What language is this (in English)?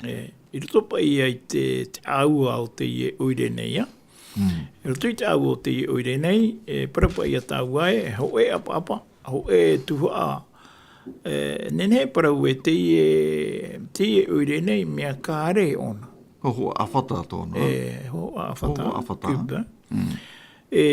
Tahitian